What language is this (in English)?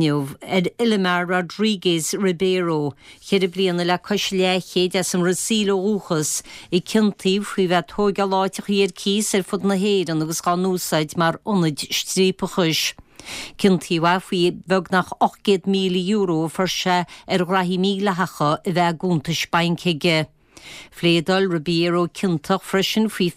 Irish